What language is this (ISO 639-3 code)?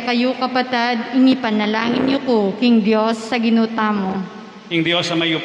pam